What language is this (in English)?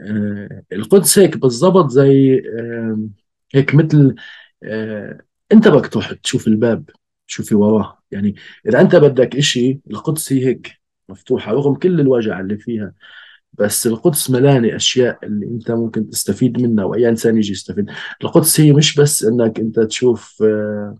North Levantine Arabic